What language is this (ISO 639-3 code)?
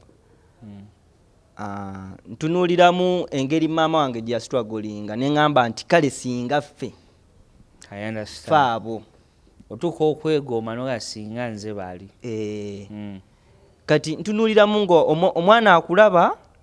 lug